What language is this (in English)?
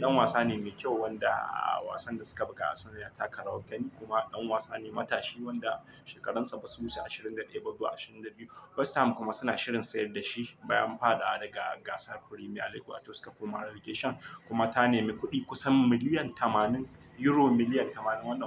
Hausa